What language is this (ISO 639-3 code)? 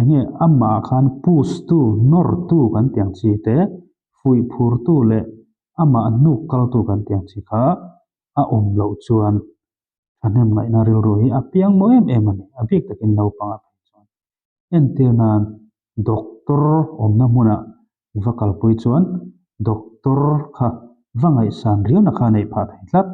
lus